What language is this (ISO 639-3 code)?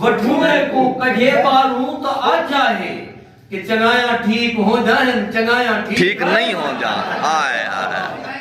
skr